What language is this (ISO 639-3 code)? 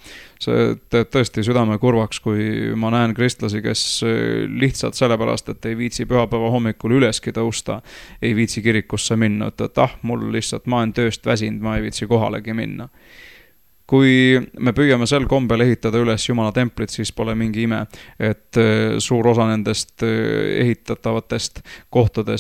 est